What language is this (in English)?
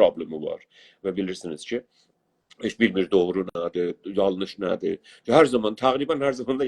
South Azerbaijani